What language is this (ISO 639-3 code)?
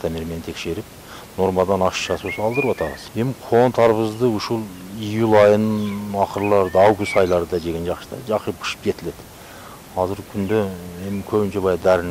kir